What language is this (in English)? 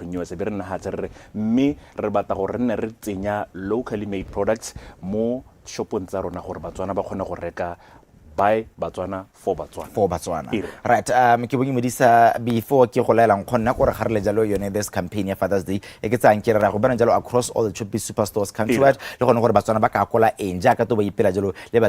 Tswana